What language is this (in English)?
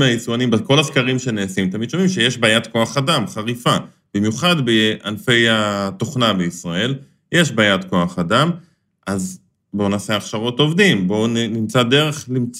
Hebrew